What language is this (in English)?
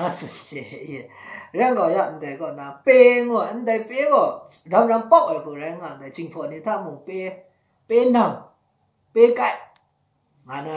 Maru